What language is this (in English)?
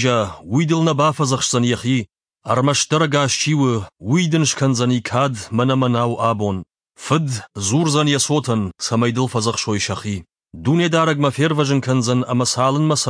Ossetic